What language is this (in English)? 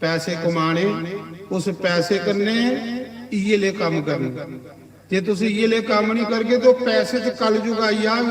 Dogri